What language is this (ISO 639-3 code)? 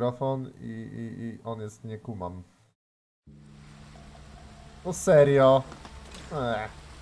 pol